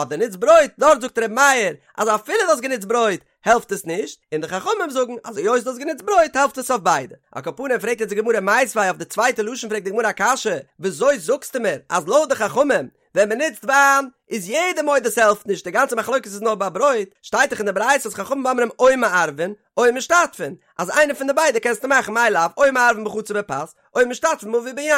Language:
Yiddish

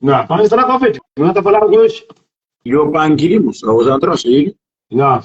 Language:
Kabuverdianu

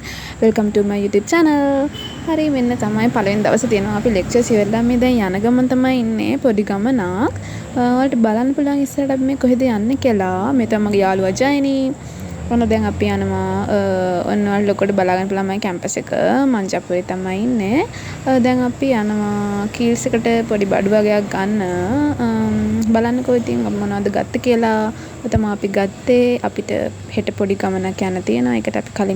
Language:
Sinhala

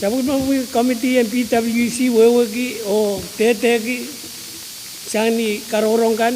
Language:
Pohnpeian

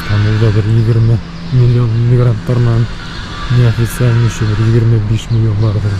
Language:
Bashkir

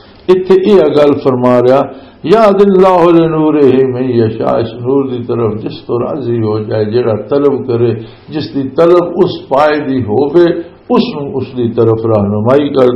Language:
Western Panjabi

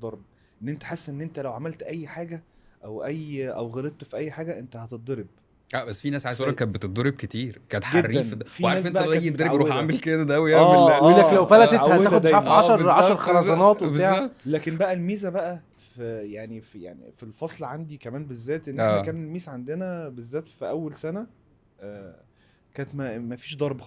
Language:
Egyptian Arabic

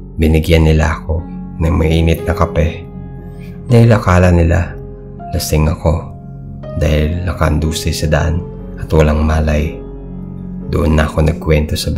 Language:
Filipino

